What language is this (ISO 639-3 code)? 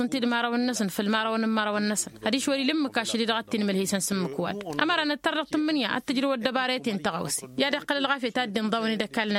taq